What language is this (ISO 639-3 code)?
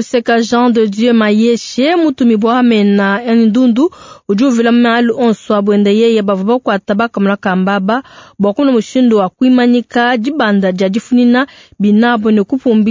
lua